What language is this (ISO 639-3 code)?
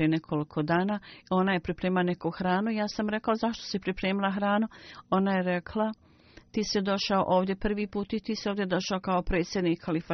bos